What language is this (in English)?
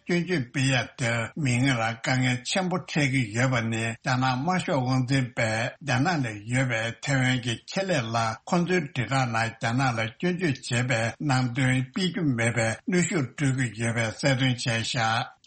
Tibetan